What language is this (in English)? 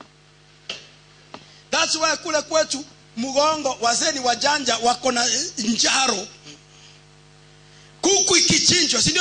Swahili